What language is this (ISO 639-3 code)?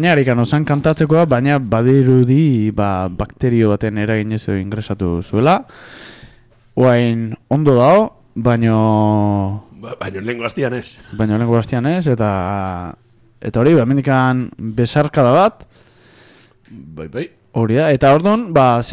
eus